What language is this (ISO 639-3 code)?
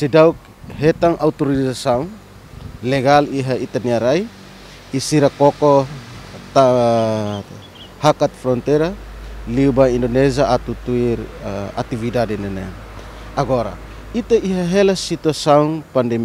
tet